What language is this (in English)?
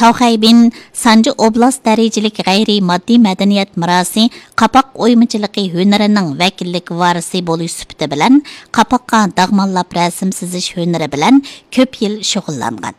Uyghur